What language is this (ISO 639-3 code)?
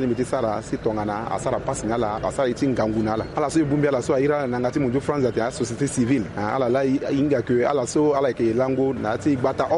sag